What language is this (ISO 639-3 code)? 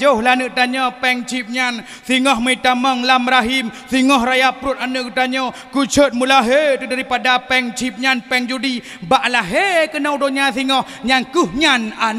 ace